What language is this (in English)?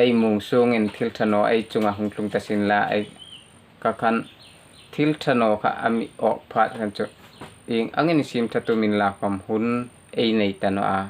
Hmar